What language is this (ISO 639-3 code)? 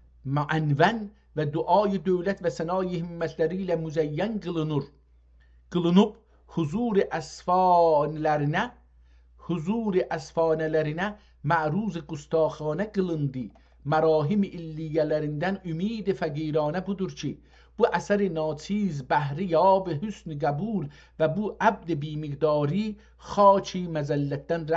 azb